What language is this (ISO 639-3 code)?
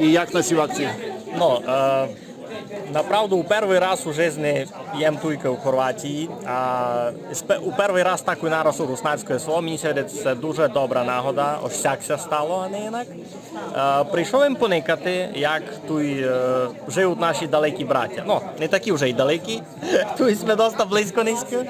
rue